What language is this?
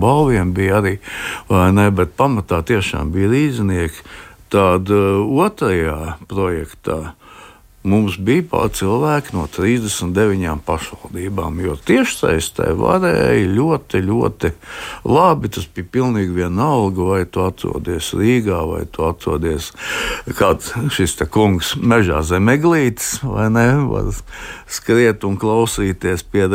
Latvian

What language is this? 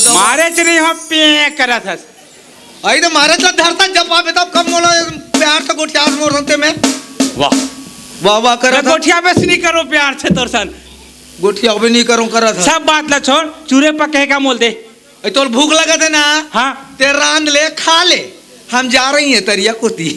Chhattisgarhi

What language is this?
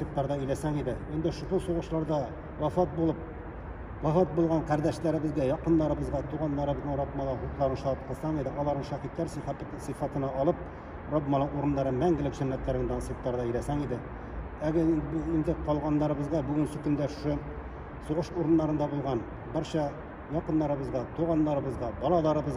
Tatar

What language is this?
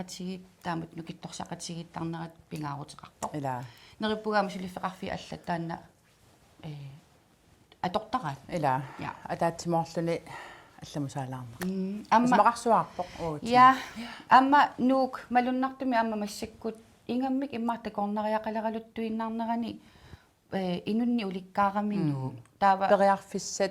Kalaallisut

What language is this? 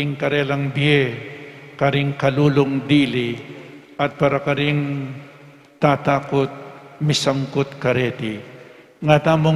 Pampanga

